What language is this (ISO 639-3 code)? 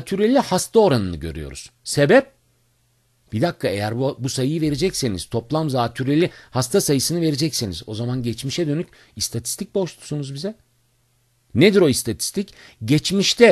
tur